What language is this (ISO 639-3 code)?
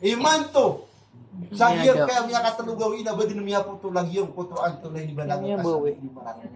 mrw